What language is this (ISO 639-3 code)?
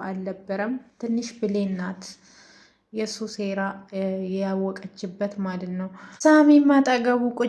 amh